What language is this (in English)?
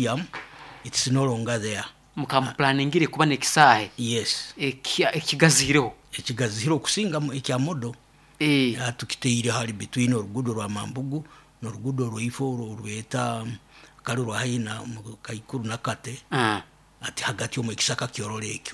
Nyoro